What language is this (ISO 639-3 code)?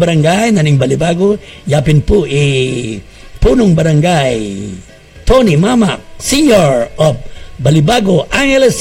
pam